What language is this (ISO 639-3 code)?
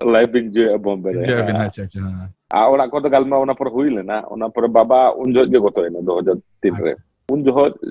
sat